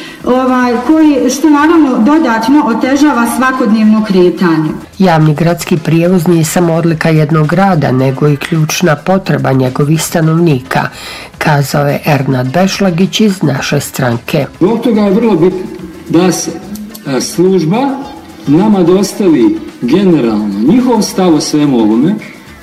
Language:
Bosnian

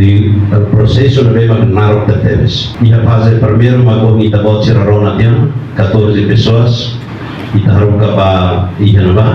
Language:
Tetum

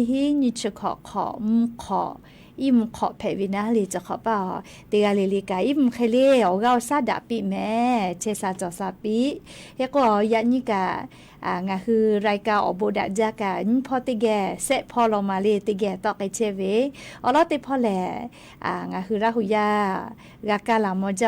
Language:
Lahu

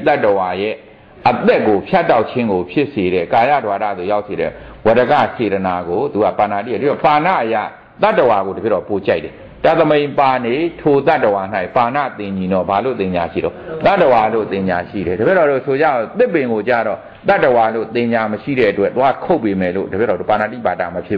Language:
Burmese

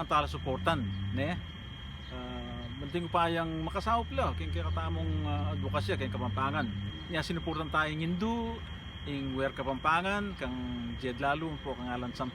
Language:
Pampanga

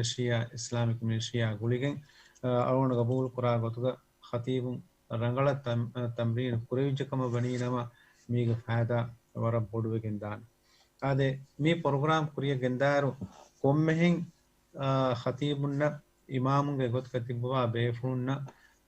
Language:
Divehi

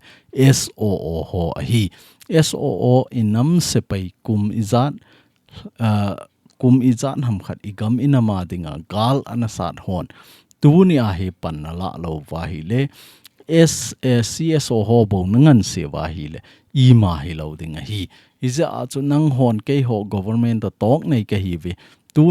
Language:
Thado Chin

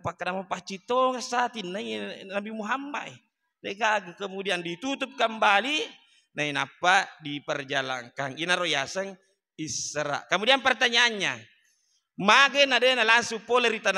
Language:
Buginese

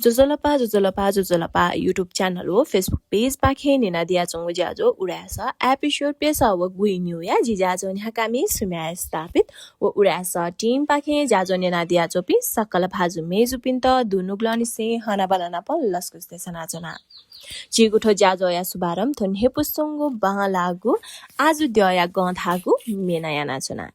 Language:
Newari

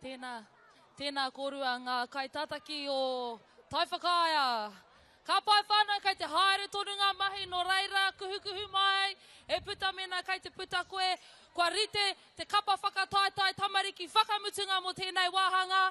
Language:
Māori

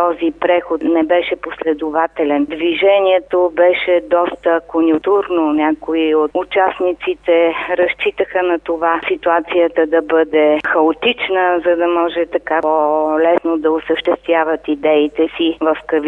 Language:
Bulgarian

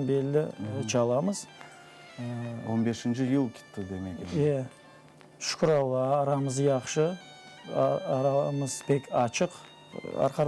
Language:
Crimean Tatar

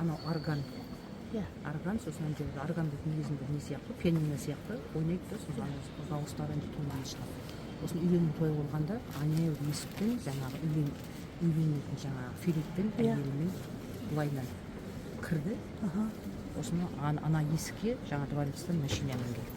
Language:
Kazakh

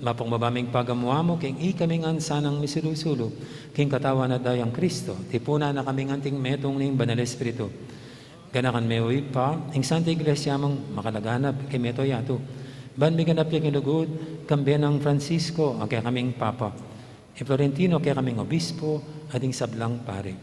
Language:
Pampanga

